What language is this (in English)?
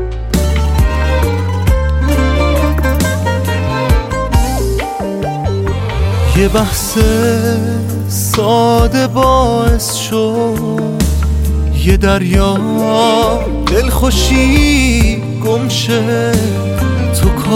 Persian